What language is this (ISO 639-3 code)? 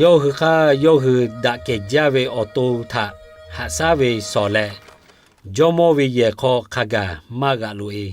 lhu